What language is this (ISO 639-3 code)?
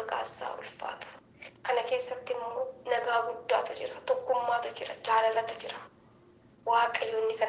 orm